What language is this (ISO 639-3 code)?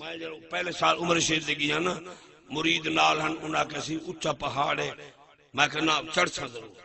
skr